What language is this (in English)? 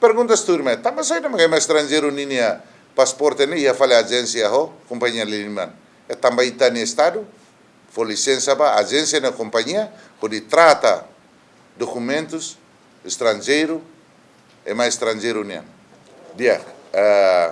Tetum